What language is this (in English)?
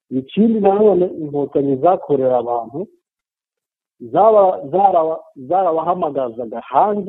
Kinyarwanda